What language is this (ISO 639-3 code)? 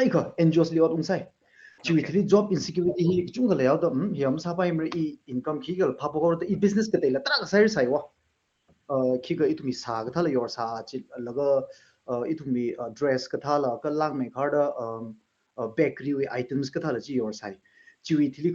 nmf